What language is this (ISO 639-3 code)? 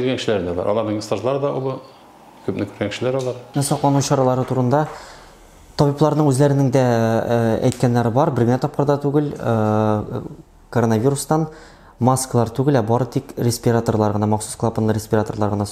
tat